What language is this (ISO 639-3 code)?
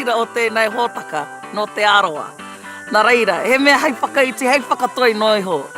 mri